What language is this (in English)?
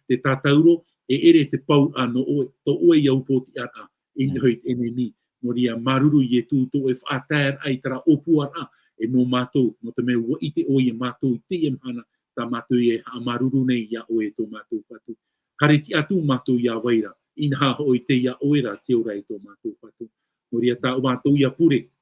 Tahitian